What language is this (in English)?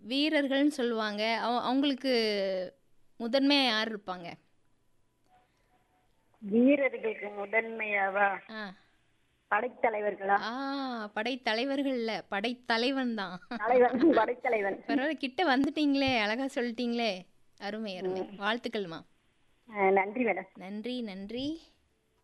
Tamil